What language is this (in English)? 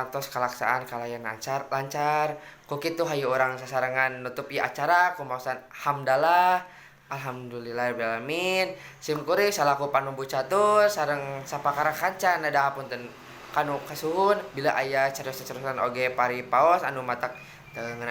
Sundanese